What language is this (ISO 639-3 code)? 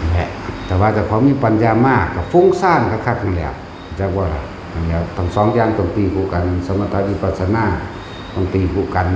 tts